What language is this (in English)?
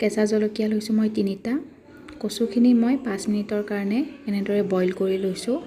Assamese